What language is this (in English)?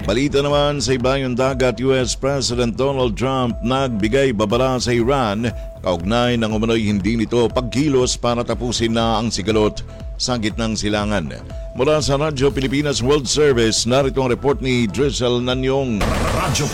Filipino